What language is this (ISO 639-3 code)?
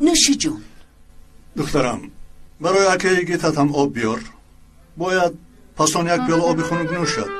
tgk